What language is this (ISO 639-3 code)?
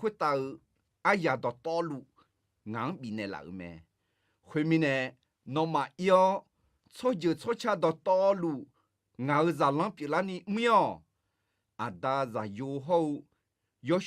ahk